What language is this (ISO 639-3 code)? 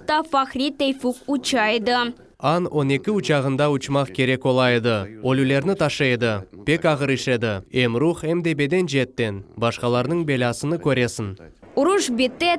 crh